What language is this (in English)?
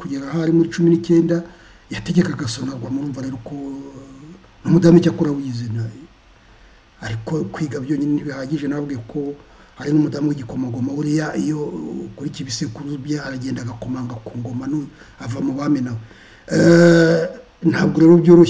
Kinyarwanda